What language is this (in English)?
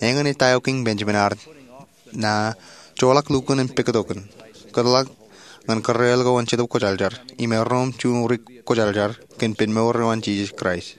Marshallese